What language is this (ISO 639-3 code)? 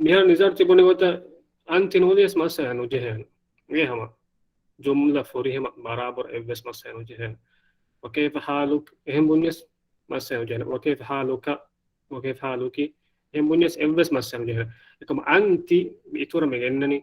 div